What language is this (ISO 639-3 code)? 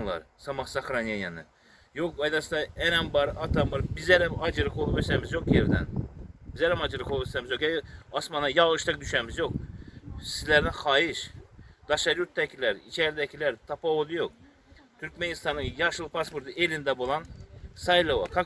tuk